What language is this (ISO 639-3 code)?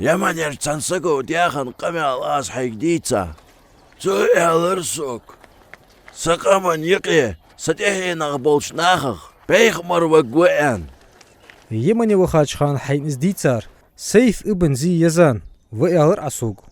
inh